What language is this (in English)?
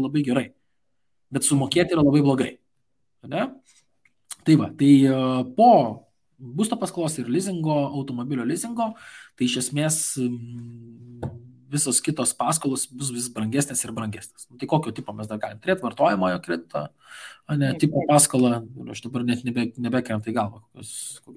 Lithuanian